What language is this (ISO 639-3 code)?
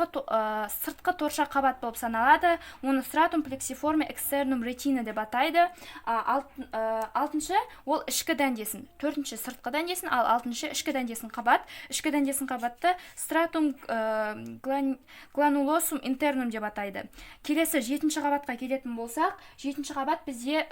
kaz